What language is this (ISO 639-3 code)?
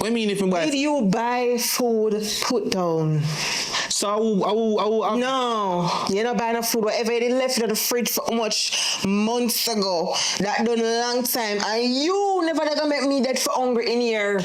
jam